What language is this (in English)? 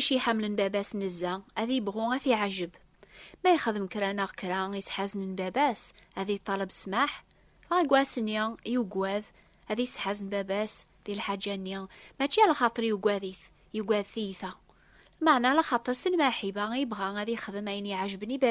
Kabyle